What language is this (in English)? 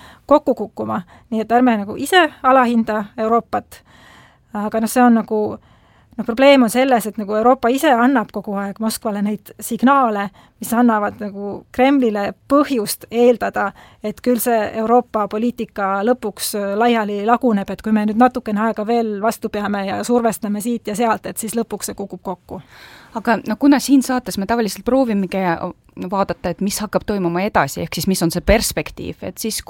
Estonian